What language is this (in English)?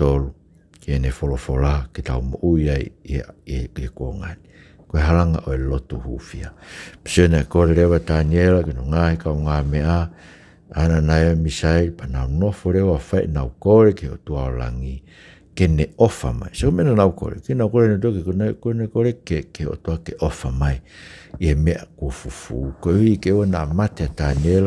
Tongan